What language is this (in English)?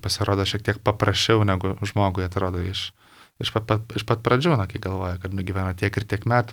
Lithuanian